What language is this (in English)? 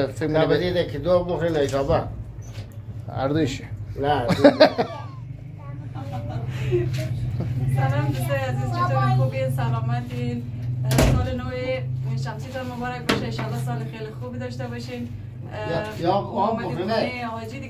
Persian